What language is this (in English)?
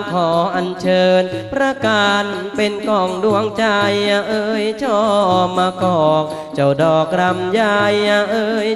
Thai